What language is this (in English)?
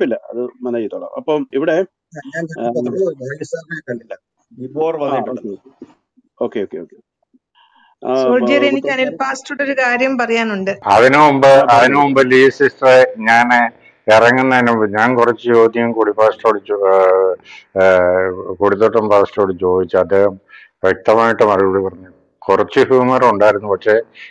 Malayalam